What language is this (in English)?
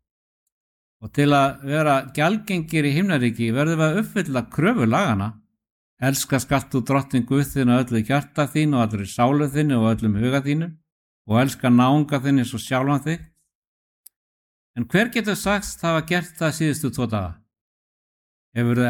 Icelandic